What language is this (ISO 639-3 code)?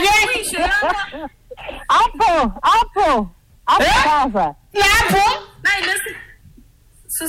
swa